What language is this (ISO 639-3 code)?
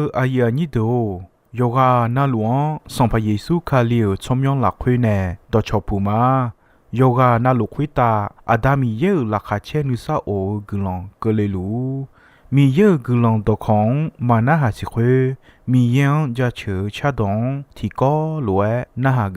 ahk